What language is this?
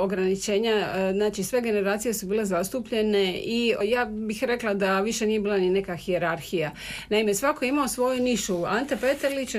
Croatian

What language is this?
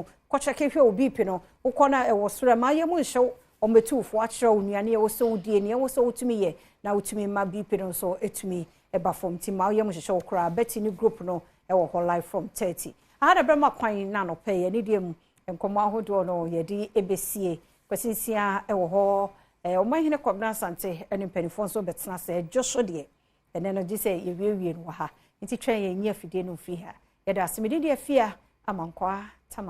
Akan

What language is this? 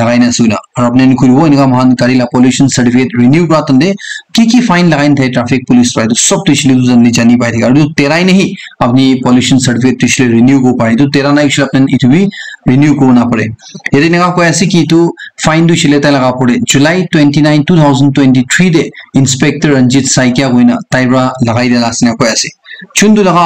Naga Pidgin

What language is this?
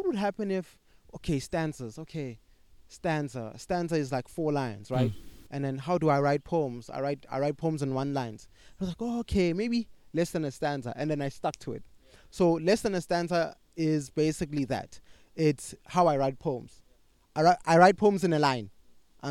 English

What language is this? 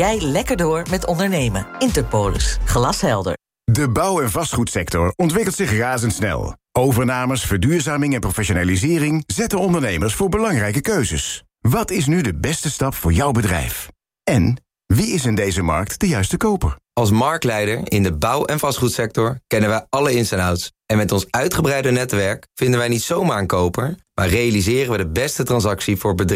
Dutch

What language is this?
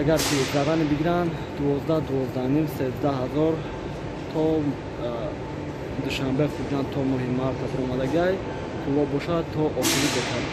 Tajik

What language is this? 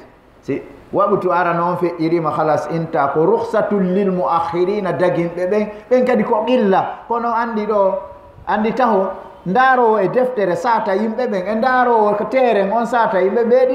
Fula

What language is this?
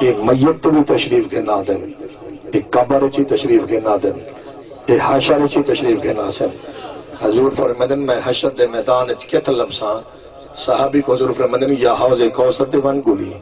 Saraiki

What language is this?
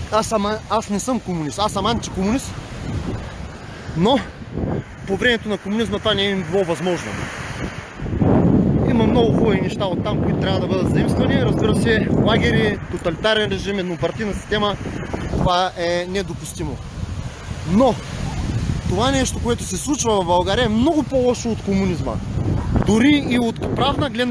Bulgarian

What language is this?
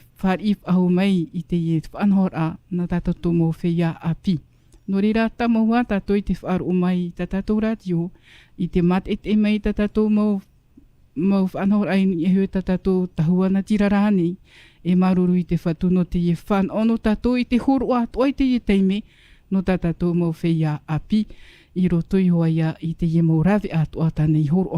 Tahitian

